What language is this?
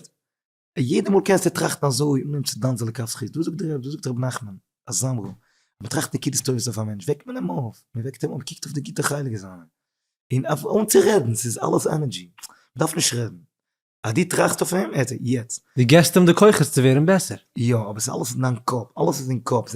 Yiddish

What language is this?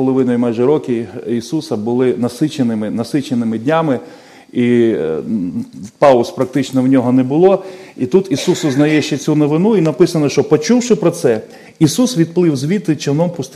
Ukrainian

